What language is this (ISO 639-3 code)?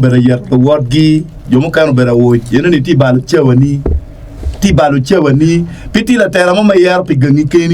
ach